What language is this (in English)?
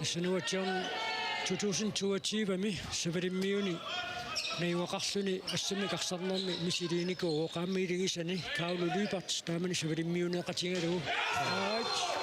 Kalaallisut